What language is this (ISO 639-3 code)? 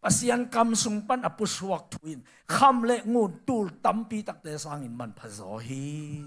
ctd